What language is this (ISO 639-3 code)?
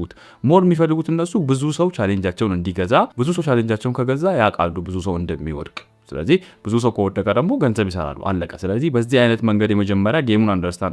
amh